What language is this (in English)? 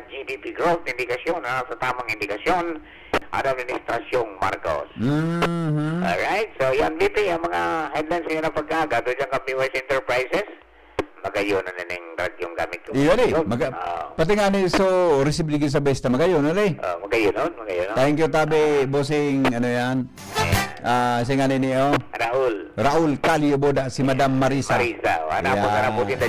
Bikol